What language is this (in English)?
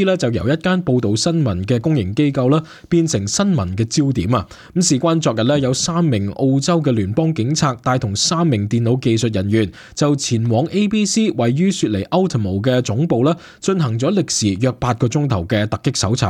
Cantonese